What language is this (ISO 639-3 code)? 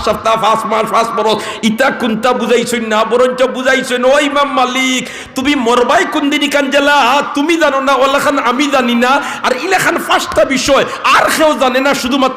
syl